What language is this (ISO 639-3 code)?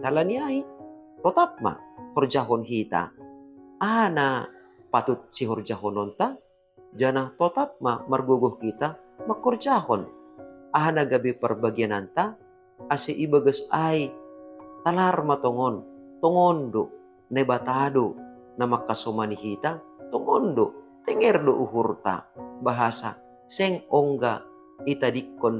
bts